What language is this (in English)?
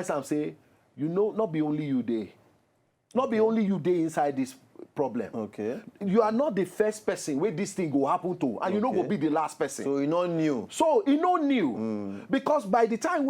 Nigerian Pidgin